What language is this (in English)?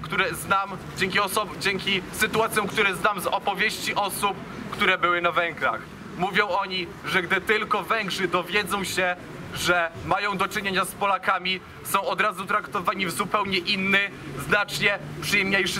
Polish